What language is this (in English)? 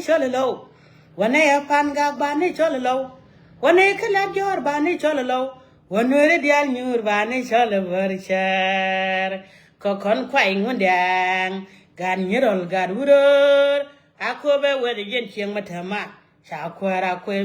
Nuer